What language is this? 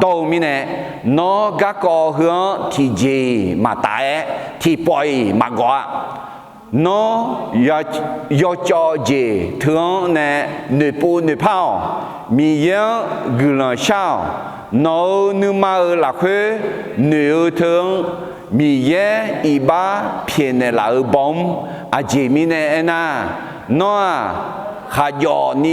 Akha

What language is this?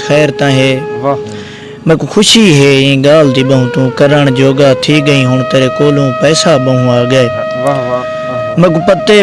Saraiki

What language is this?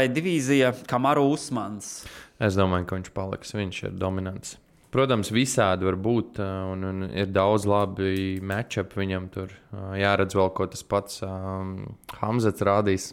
Latvian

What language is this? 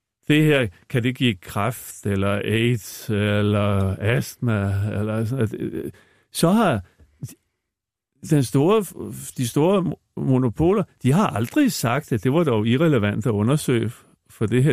Danish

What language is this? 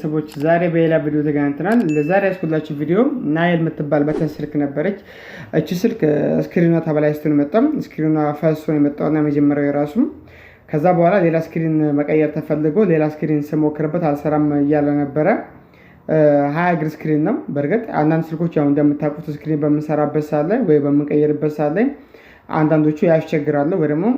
Amharic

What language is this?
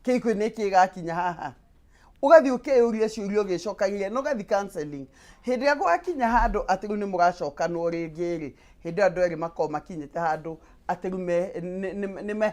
Kikuyu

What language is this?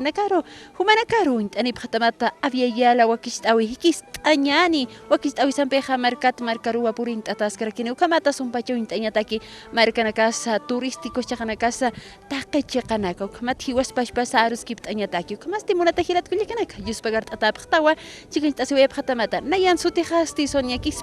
Aymara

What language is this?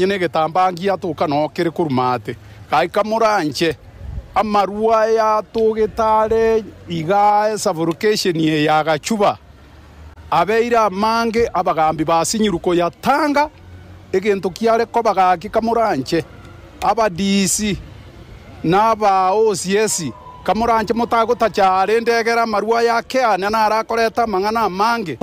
Gusii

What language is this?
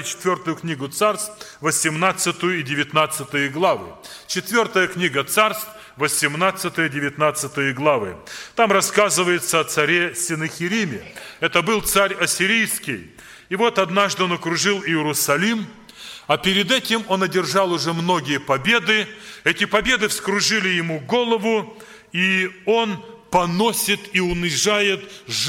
Russian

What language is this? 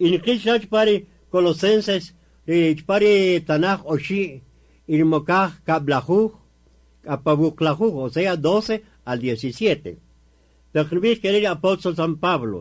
Kaqchikel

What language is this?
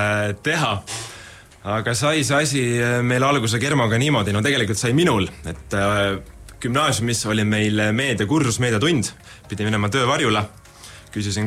Estonian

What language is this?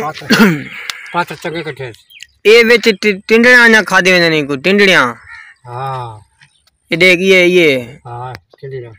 Saraiki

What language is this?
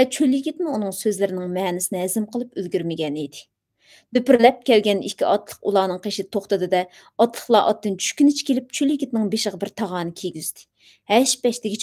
Uyghur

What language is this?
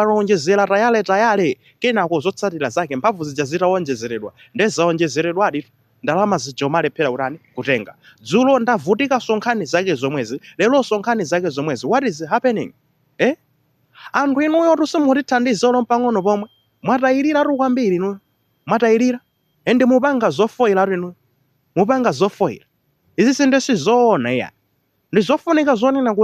Nyanja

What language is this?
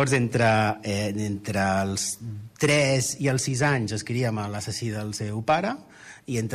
Catalan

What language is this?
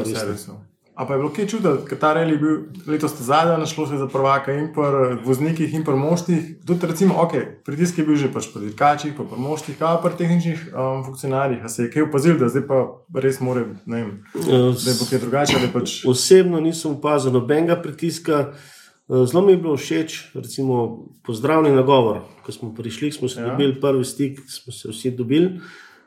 Slovenian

